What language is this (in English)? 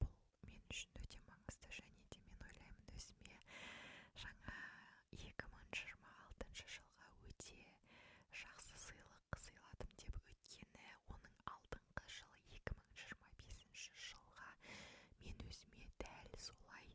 Kazakh